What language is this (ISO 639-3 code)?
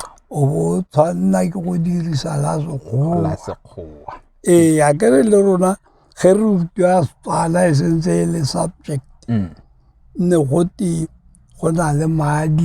tsn